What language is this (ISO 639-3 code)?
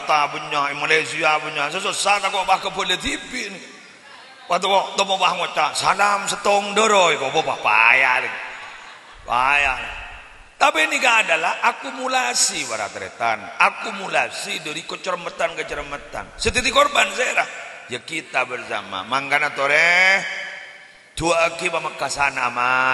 mad